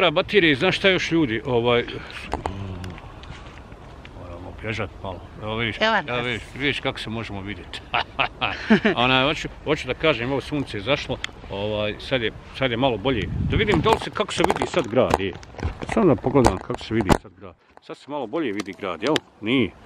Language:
Bosnian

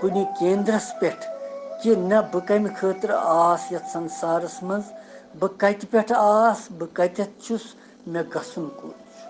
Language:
Kashmiri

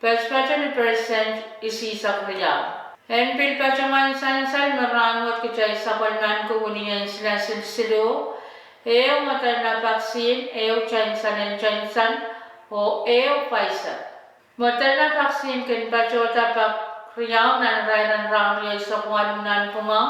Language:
Pohnpeian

